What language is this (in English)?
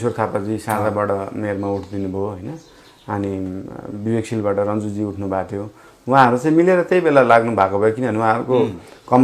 Nepali